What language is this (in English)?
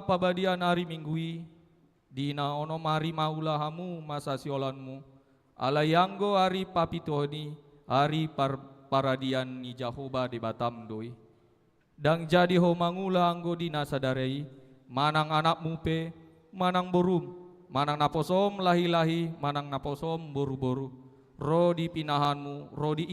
Batak Toba